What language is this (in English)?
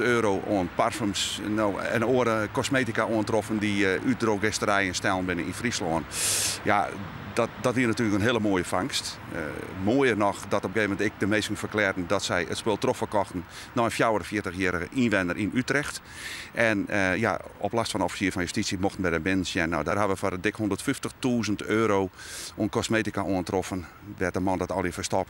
Western Frisian